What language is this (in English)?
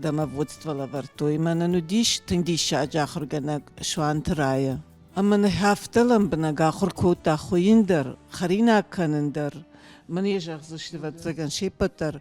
Ossetic